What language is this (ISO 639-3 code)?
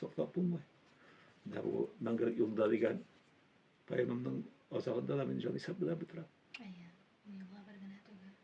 tat